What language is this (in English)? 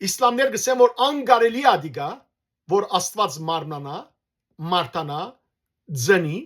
Western Armenian